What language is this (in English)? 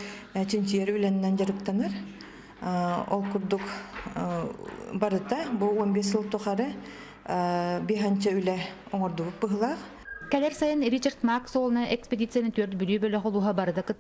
Yakut